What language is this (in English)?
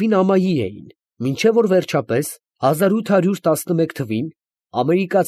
Armenian